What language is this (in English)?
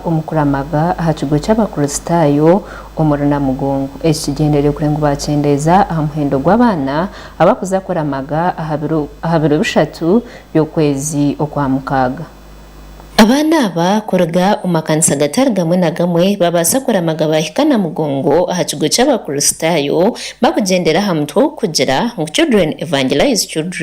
Nyankole